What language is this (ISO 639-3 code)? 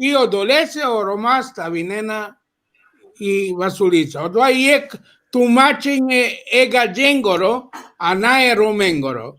rmn